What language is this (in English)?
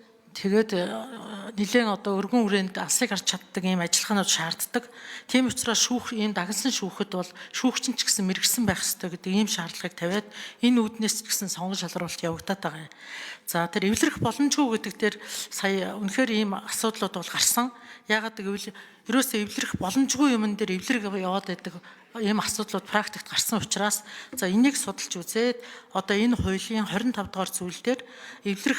Mongolian